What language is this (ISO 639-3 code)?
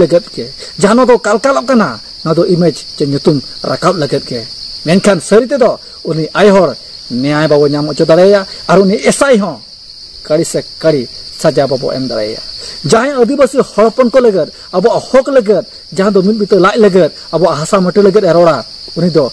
sat